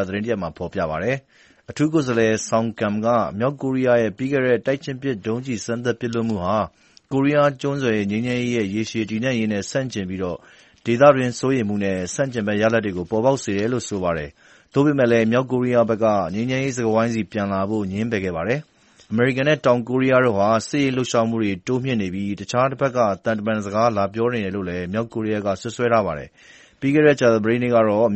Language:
Burmese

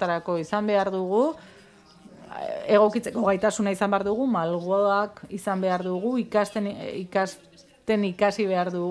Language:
Basque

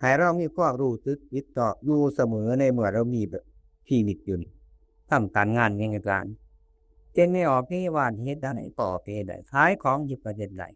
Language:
Northeastern Thai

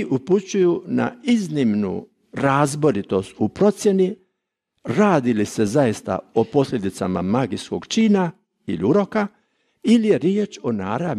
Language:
Croatian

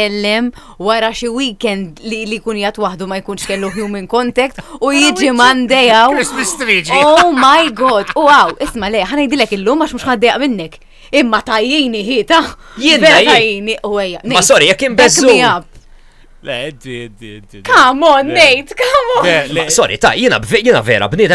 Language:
Maltese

